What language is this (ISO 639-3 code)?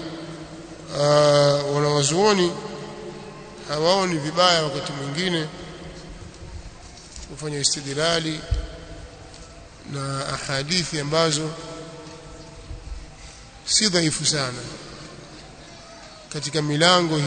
swa